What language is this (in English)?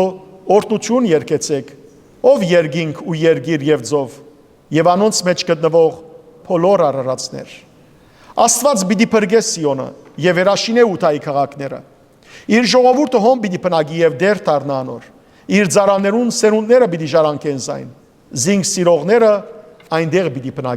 Western Armenian